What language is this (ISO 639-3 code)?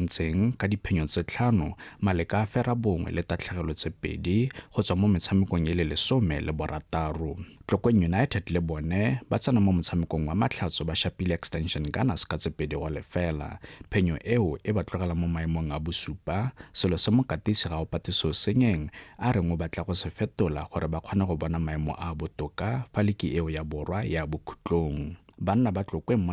tsn